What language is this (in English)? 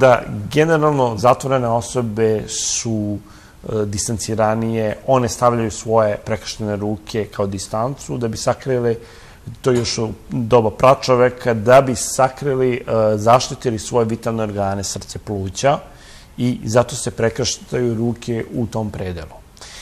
Serbian